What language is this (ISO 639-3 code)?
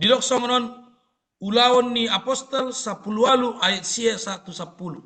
bbc